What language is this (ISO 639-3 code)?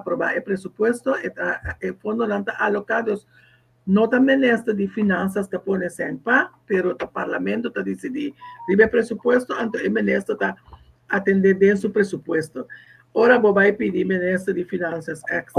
pap